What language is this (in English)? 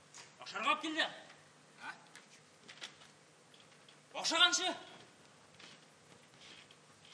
Tatar